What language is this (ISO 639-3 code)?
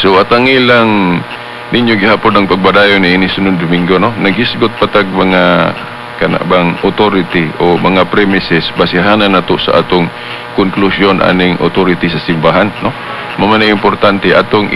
ceb